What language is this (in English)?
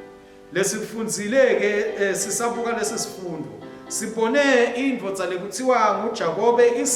Swati